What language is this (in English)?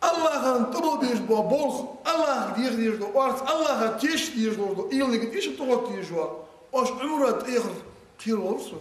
Ingush